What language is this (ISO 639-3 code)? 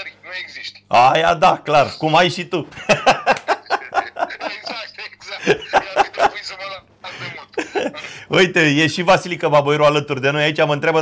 ron